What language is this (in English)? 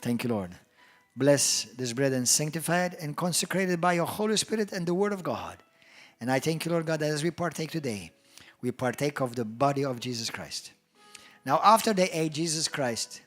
English